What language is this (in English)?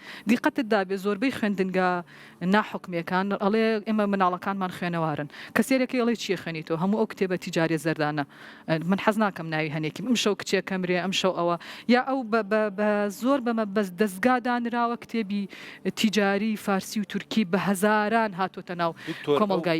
Central Kurdish